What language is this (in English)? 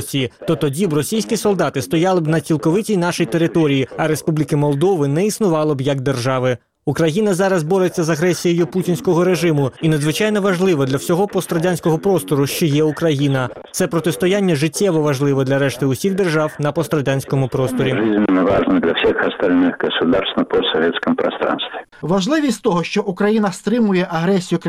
Ukrainian